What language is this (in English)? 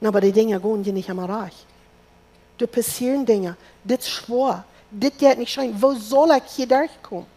Plautdietsch